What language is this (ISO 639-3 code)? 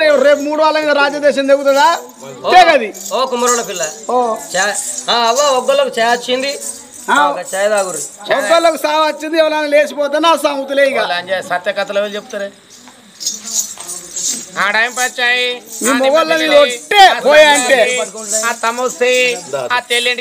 tel